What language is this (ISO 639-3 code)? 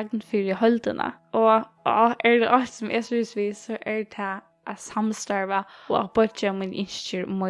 fao